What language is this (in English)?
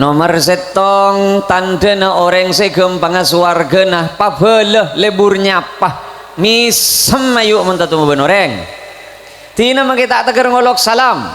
Madurese